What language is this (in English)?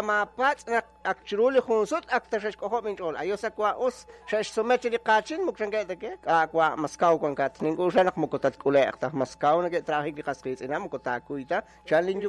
Kekchí